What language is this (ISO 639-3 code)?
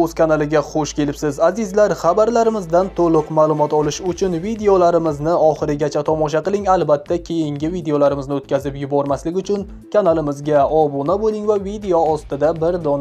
uzb